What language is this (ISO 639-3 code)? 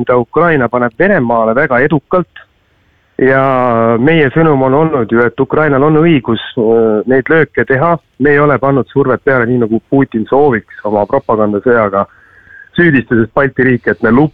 est